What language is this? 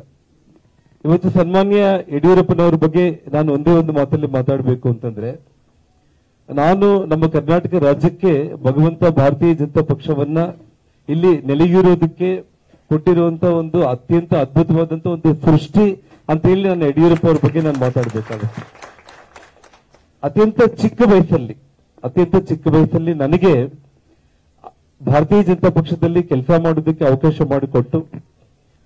Kannada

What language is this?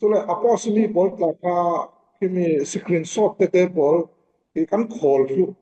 Falam Chin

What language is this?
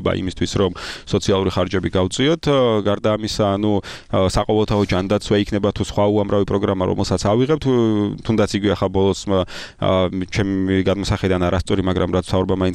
Georgian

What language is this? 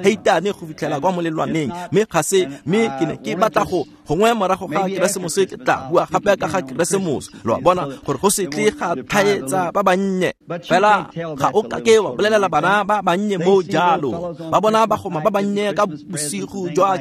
Tswana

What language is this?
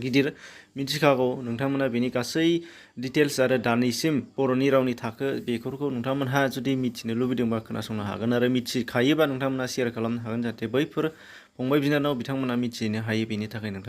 Bodo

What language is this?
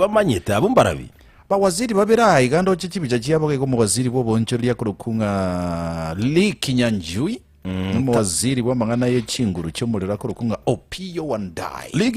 Gusii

